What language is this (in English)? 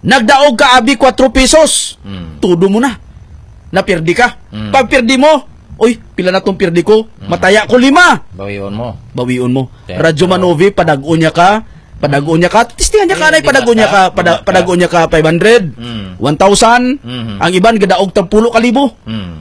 Hiligaynon